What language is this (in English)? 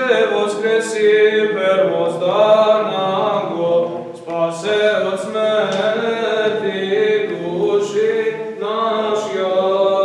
Serbian